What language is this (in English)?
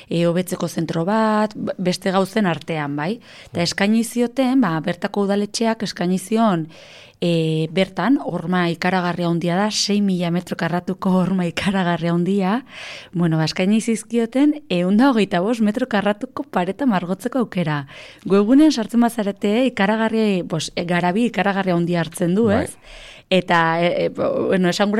Basque